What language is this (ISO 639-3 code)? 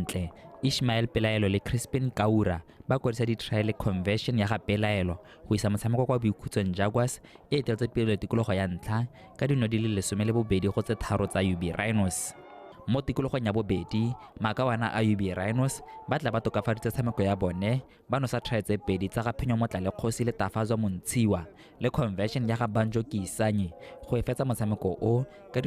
tsn